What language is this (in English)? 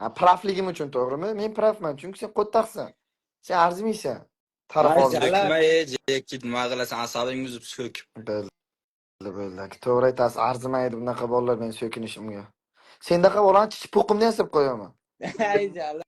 Uzbek